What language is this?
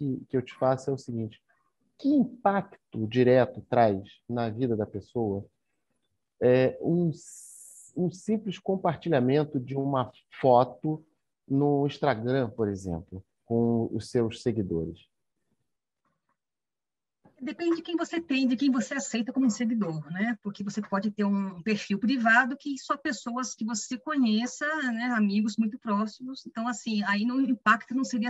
Portuguese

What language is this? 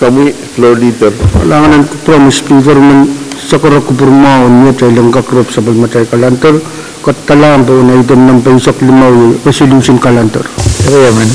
Pohnpeian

